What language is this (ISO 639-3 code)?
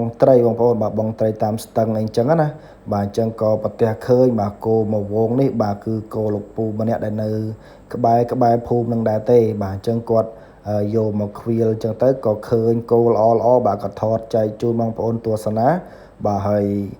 khm